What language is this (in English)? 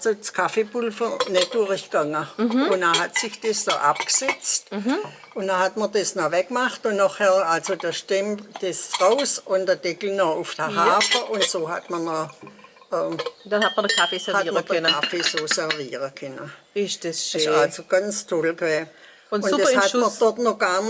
Swabian